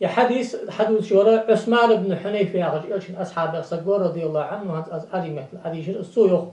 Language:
Ingush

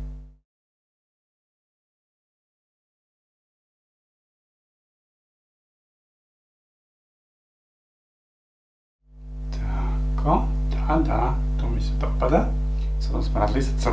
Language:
Serbian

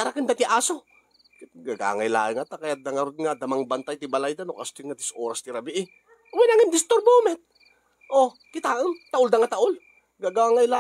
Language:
Iloko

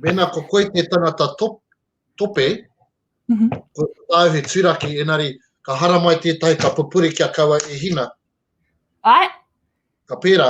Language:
Māori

